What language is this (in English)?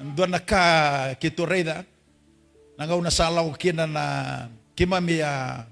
Fijian